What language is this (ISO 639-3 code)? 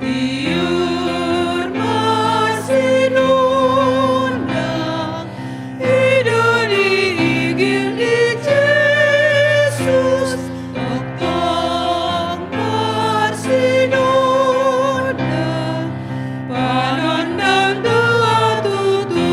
bbc